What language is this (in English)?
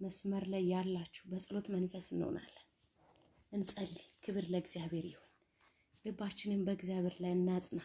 Amharic